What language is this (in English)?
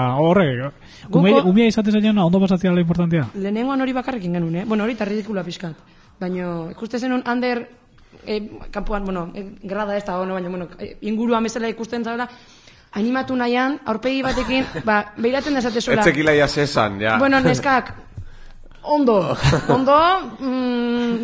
Basque